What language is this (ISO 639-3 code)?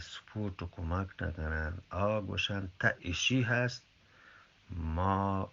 bgp